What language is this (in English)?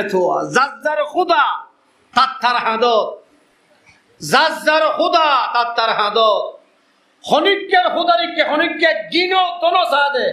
Rohingya